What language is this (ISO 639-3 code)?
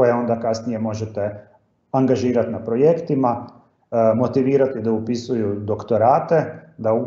hrv